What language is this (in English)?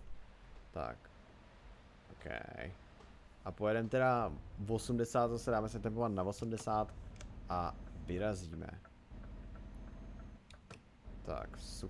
Czech